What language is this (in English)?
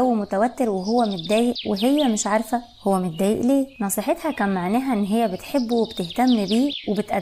Egyptian Arabic